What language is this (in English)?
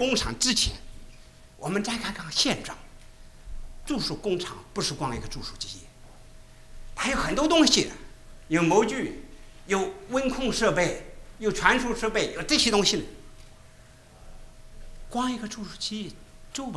Chinese